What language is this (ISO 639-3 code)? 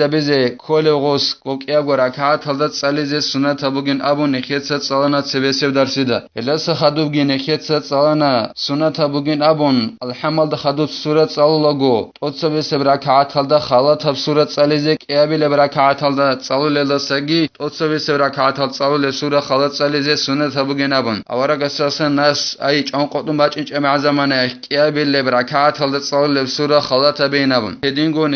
ava